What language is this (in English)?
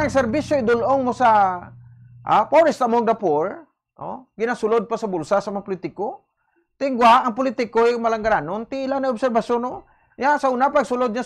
Hiligaynon